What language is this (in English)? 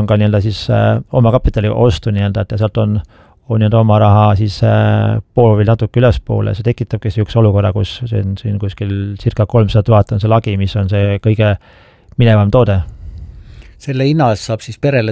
Estonian